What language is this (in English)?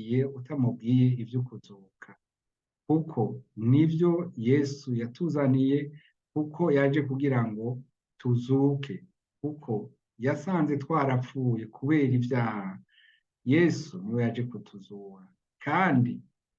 Rundi